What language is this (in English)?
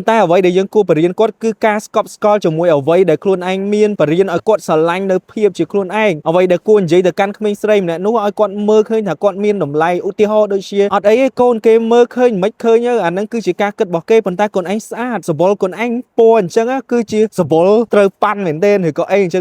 Khmer